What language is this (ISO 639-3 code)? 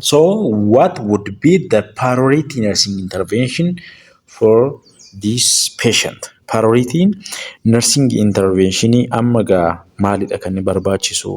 orm